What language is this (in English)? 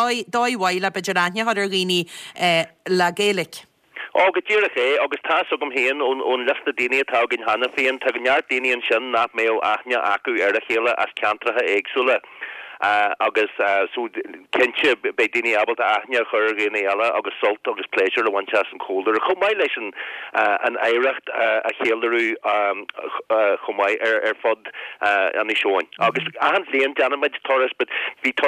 Irish